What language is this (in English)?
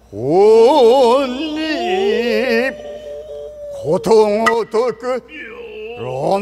Japanese